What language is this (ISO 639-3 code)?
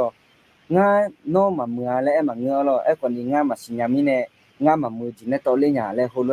ahk